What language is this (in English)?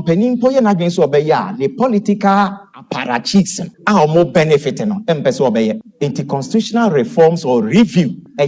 Akan